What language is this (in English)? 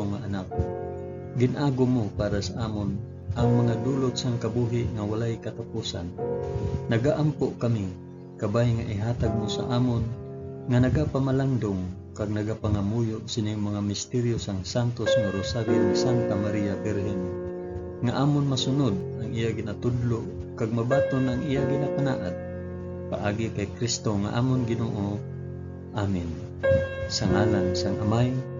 Hiligaynon